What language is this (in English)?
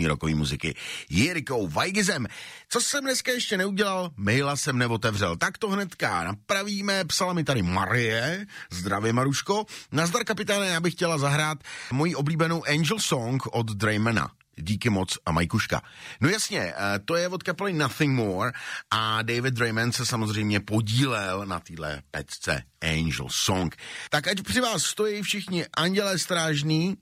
Czech